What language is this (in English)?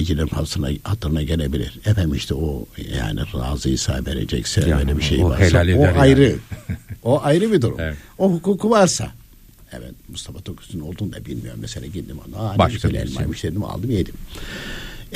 Turkish